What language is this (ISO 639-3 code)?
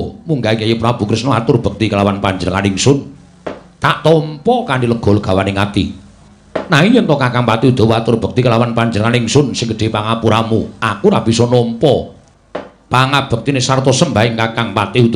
jav